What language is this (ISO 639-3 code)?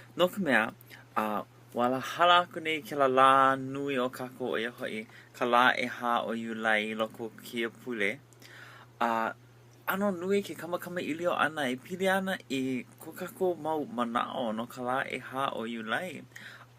haw